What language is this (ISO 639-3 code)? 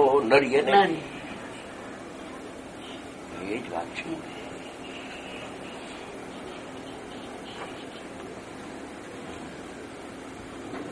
guj